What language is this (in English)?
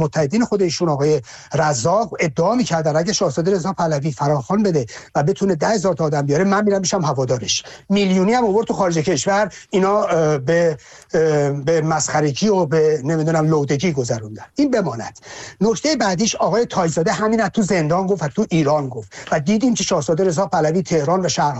Persian